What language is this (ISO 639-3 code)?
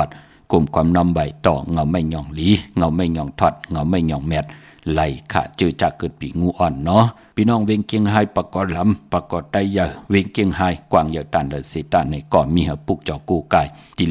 shn